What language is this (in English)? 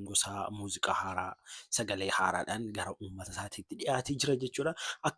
Oromo